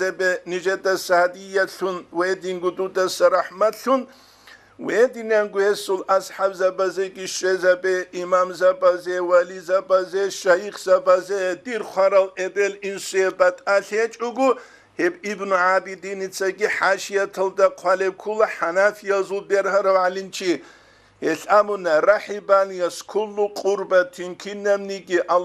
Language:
Avaric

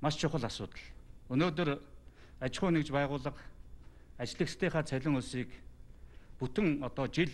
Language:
Mongolian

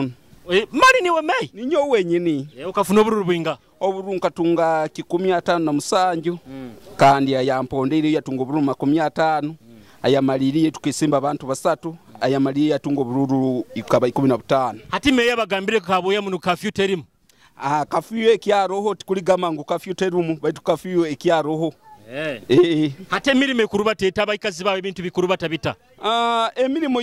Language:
Nyoro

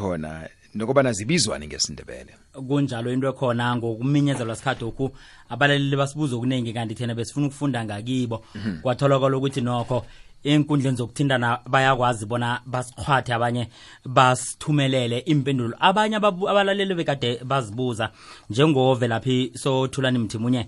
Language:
South Ndebele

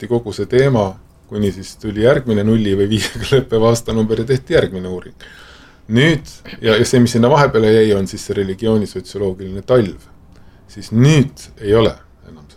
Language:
Estonian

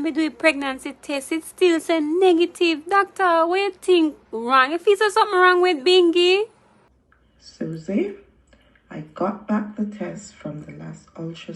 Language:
Jamaican Creole English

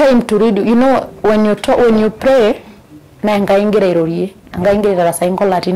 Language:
Masai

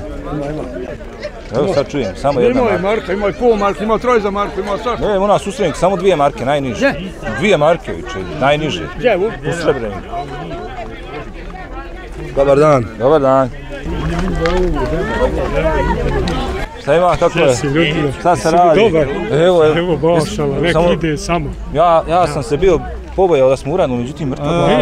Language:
Bosnian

